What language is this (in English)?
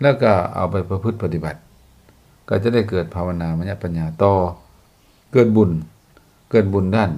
Lao